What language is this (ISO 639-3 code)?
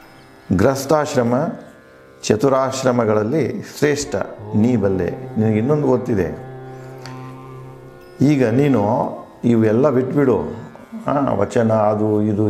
kan